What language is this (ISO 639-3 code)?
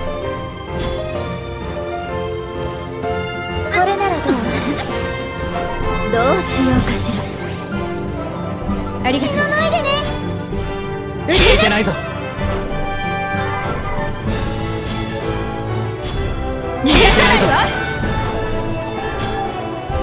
jpn